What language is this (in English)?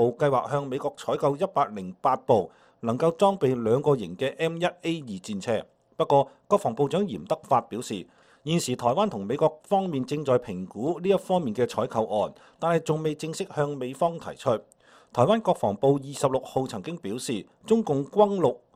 Cantonese